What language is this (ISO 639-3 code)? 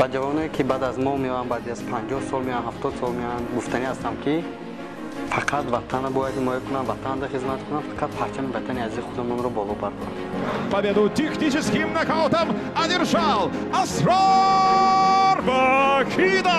tgk